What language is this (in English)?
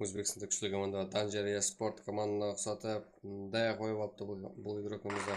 Kara-Kalpak